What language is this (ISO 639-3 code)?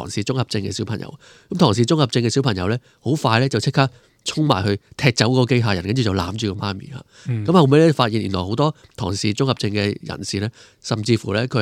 yue